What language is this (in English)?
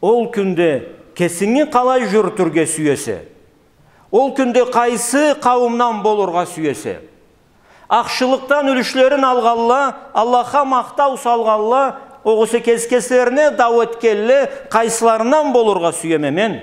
Karachay-Balkar